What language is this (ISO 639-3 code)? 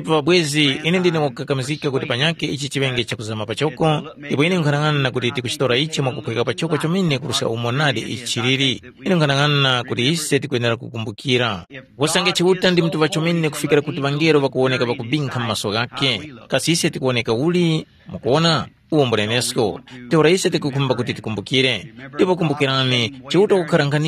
tum